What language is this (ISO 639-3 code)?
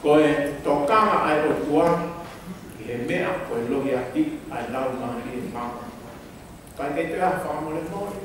ton